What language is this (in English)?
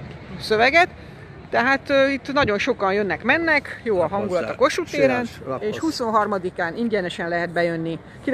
Hungarian